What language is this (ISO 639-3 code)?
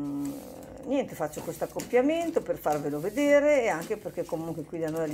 ita